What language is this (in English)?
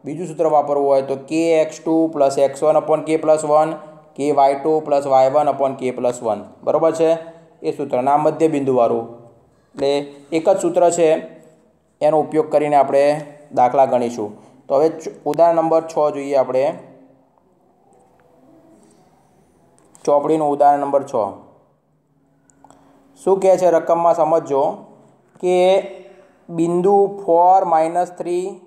Gujarati